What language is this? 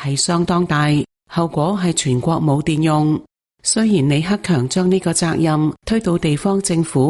Cantonese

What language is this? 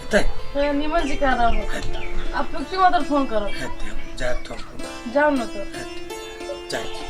Maithili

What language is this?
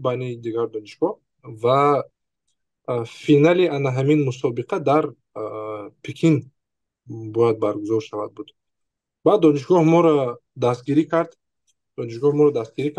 Tajik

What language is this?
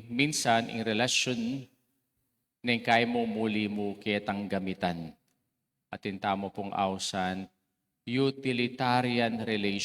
Pampanga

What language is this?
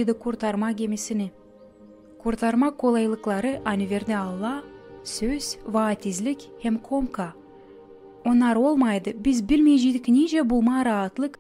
Gagauz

